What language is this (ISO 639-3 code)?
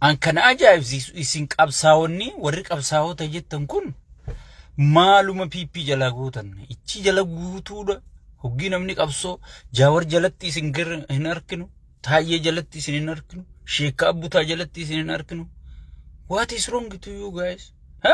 orm